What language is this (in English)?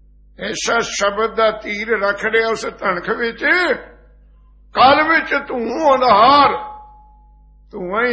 Punjabi